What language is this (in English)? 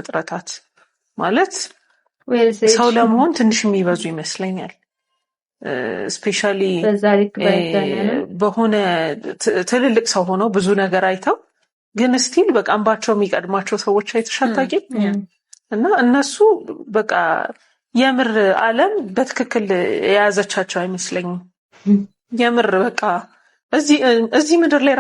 Amharic